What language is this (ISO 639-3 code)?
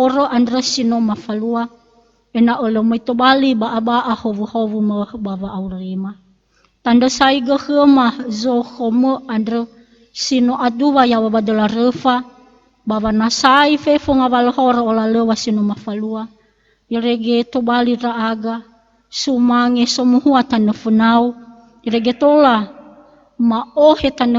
nia